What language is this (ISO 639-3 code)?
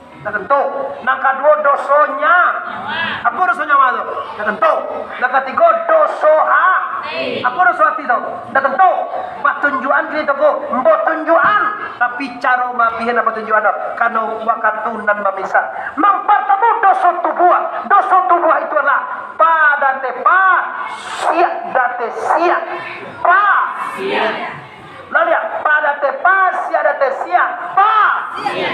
min